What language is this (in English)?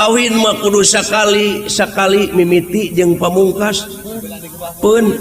Sundanese